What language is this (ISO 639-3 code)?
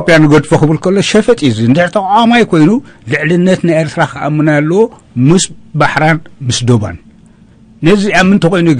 tir